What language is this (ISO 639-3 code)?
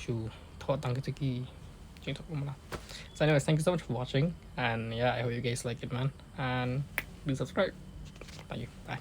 kha